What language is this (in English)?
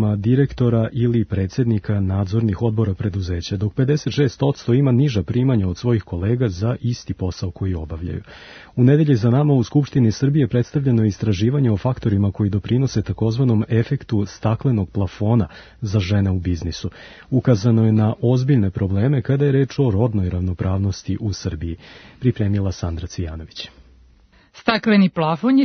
Serbian